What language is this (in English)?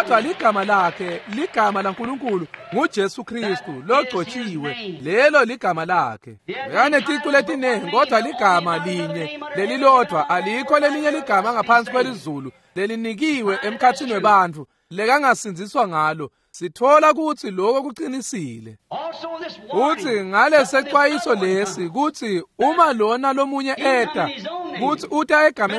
Swati